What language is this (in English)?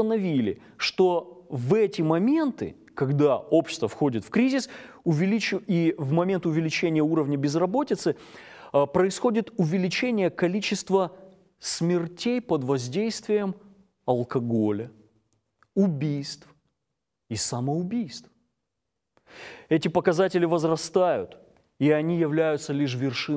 Russian